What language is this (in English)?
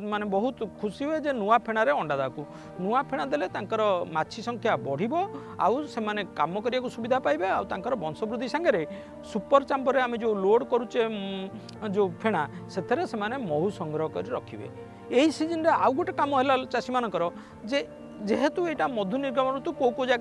Odia